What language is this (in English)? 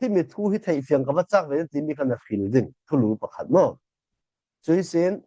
Falam Chin